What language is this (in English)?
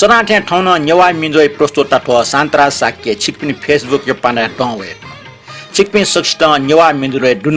Newari